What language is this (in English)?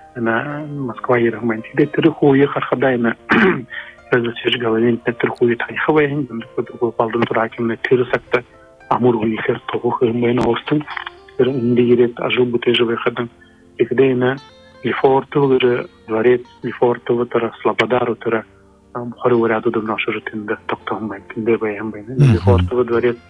Buriat